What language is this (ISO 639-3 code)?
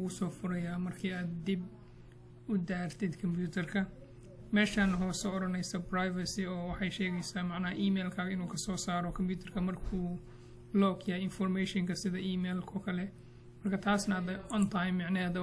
som